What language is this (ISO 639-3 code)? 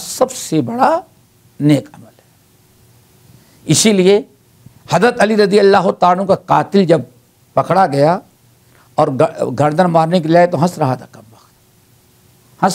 urd